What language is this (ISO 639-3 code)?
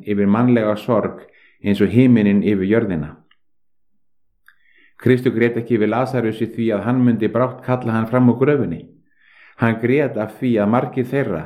isl